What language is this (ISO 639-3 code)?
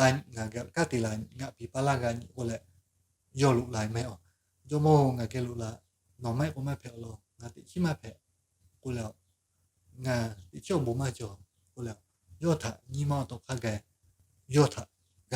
lhu